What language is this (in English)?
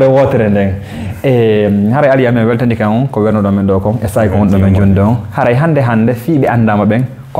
Fula